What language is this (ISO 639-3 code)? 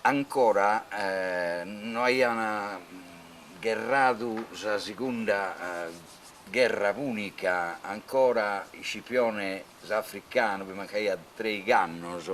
srd